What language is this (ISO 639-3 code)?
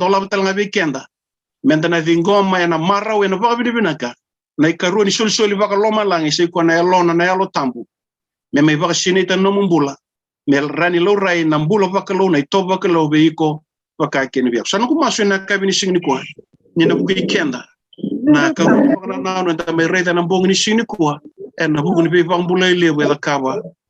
fij